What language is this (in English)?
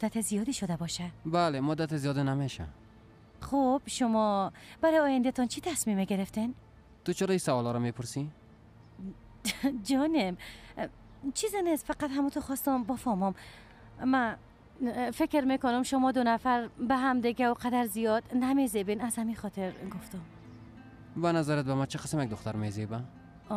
Persian